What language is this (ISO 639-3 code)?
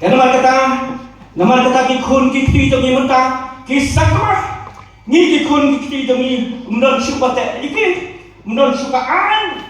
kha